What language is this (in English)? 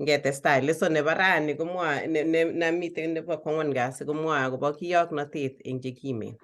Kalenjin